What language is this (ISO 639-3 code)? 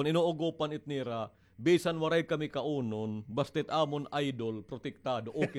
war